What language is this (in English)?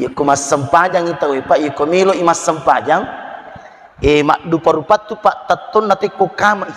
Buginese